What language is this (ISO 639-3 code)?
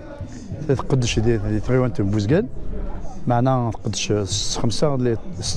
kab